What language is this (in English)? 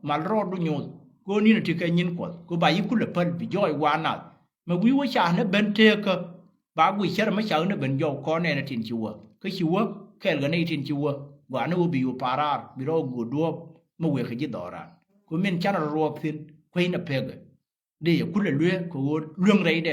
Nuer